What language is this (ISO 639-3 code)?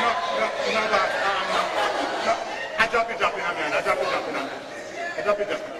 jam